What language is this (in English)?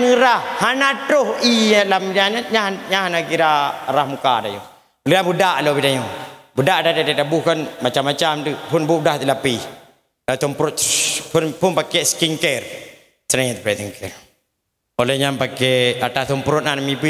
Achinese